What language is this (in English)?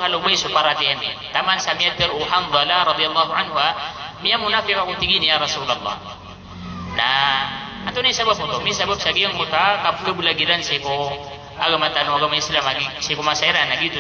Maranao